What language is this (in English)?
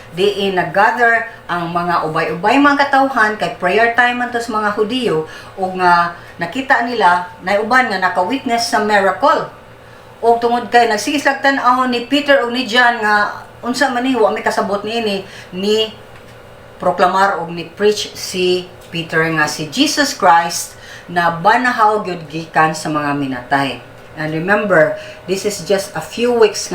Cebuano